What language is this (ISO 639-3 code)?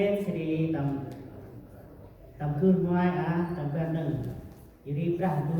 cmo